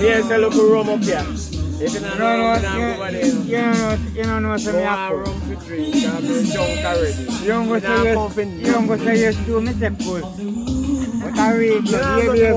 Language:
Jamaican Creole English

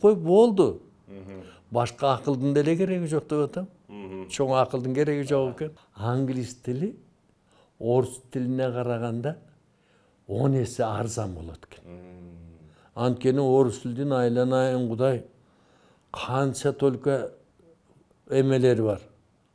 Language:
Kyrgyz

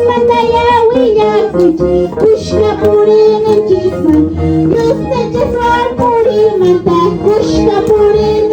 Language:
Quechua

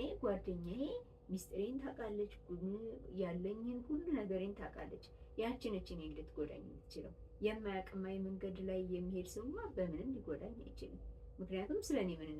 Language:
Amharic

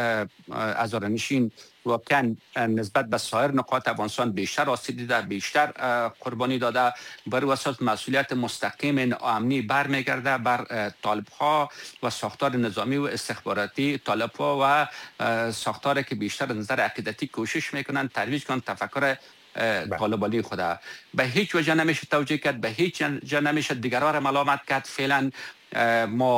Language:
Persian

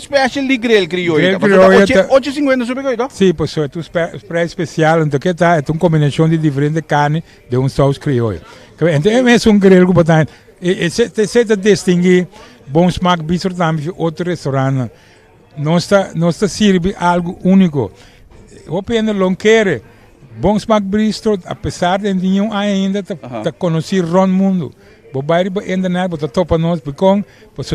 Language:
Papiamento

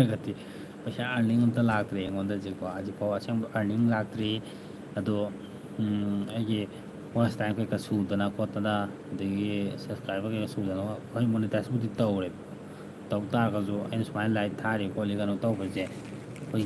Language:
Manipuri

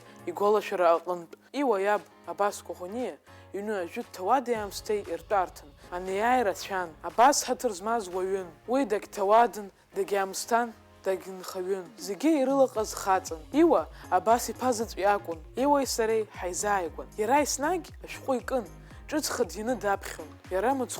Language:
Abkhazian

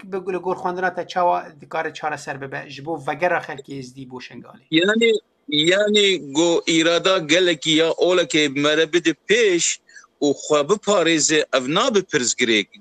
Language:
Kurdish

